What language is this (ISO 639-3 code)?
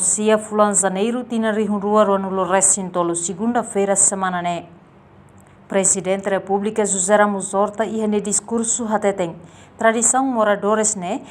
tet